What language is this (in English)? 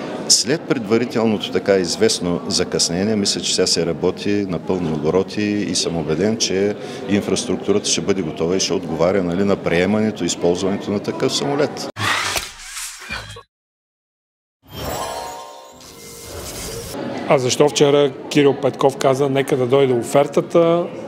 Bulgarian